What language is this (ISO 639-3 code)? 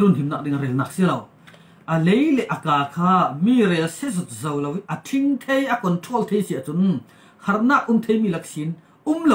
cfm